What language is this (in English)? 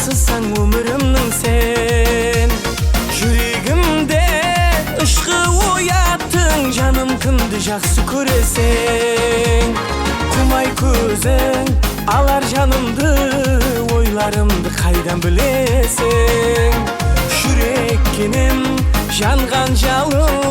Kara-Kalpak